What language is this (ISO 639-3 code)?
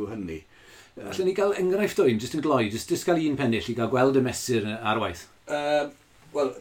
cym